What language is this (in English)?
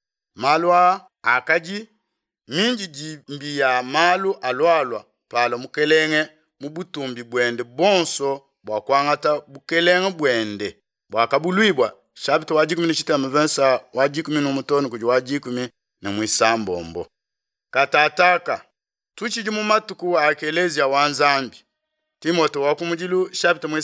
Luba-Lulua